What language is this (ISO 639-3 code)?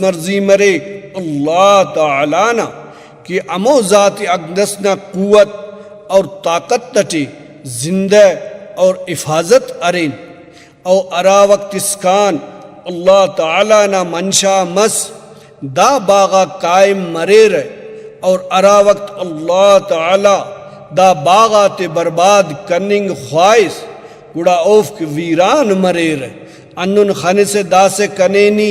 brh